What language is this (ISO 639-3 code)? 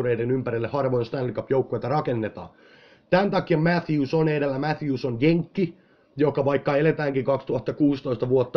fin